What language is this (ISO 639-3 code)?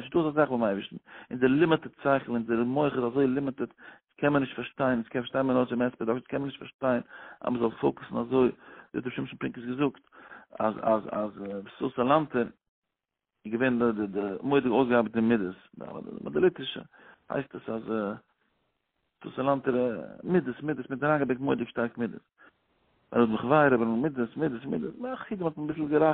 yid